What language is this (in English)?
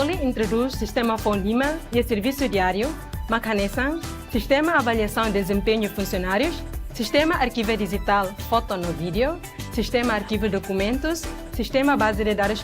Tetum